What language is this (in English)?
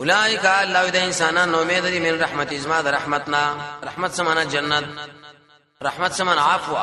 Pashto